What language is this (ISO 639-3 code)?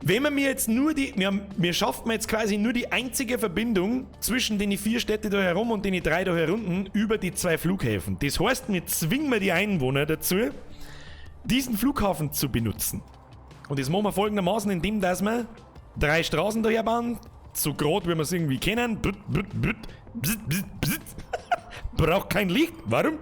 bar